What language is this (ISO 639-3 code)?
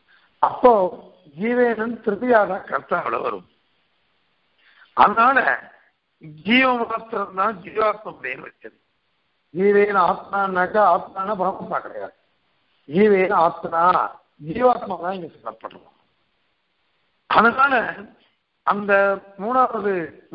tam